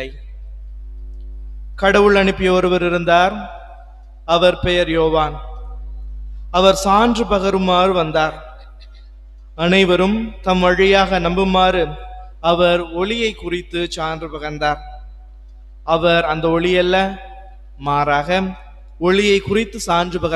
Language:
Tamil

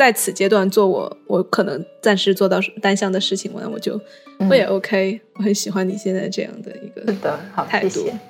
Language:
Chinese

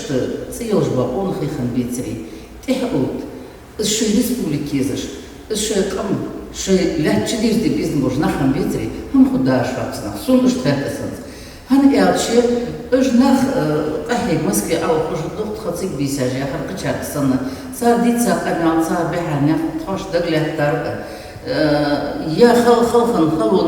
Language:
Ingush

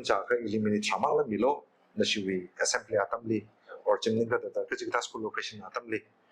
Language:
Tangkhul Naga (India)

